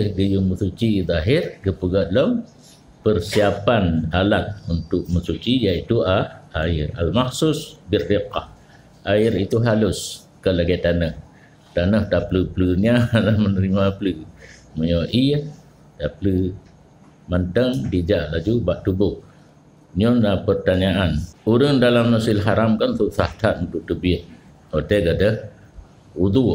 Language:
Achinese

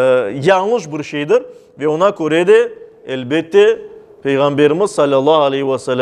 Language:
Crimean Tatar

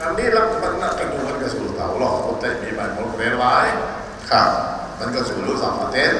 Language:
Hakha Chin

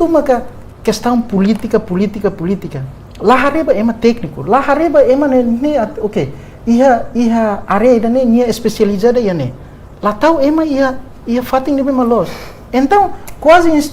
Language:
Tetum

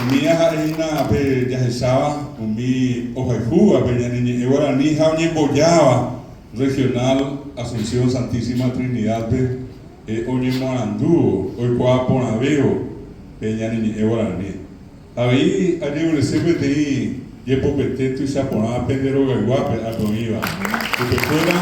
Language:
Guarani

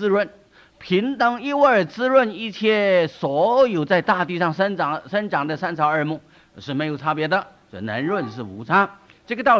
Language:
Chinese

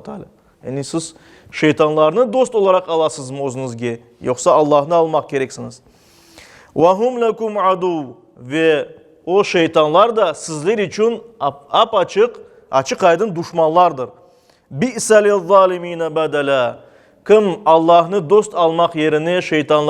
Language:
Crimean Tatar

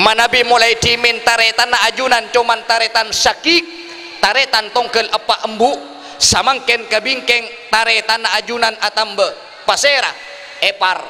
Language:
Madurese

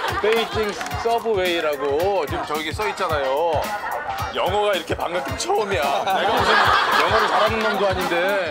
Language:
Korean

